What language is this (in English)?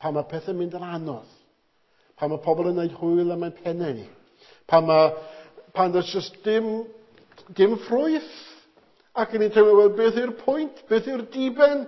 Welsh